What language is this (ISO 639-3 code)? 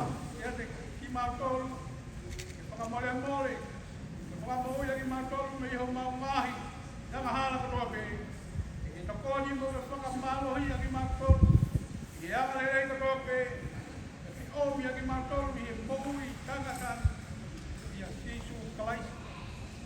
ton